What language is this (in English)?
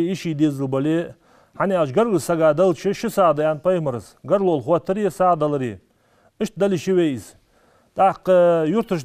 Ingush